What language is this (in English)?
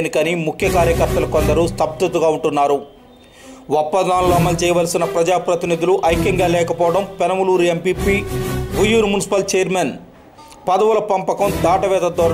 Telugu